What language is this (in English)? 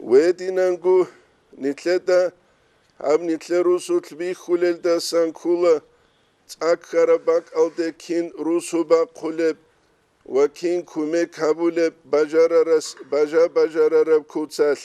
Avaric